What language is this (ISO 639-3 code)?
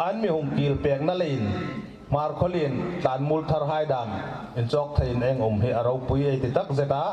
hmr